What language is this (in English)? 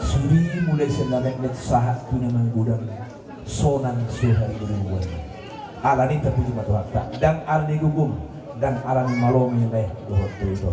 Batak Toba